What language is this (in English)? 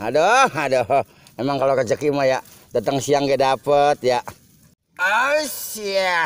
Betawi